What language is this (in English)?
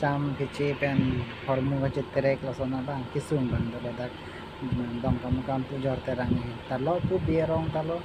Karbi